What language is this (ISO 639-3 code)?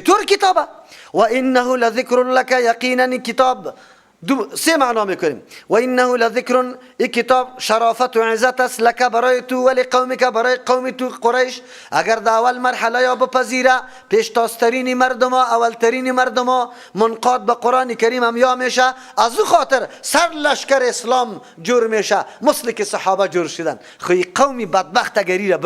fas